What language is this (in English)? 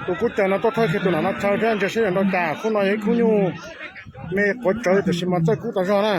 Hmong